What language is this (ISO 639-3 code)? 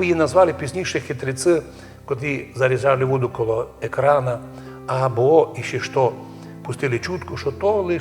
rue